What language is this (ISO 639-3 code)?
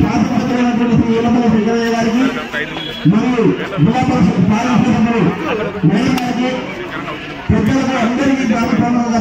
tel